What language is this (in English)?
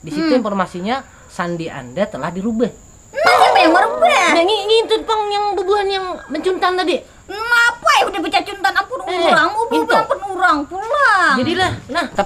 Banjar